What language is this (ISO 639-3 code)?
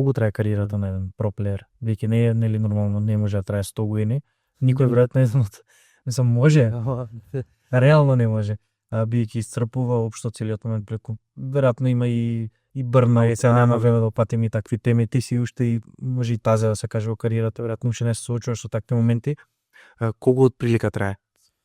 mkd